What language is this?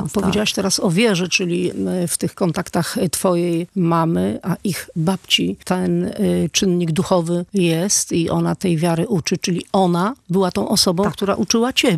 Polish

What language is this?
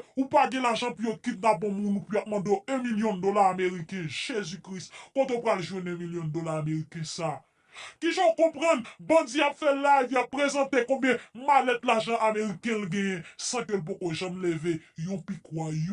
Haitian Creole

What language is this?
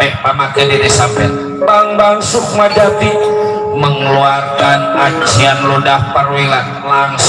Betawi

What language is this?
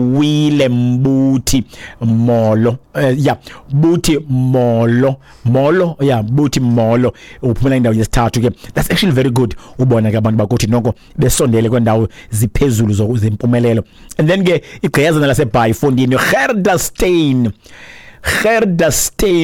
Xhosa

